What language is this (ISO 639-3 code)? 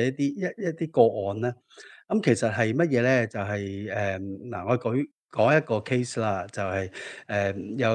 yue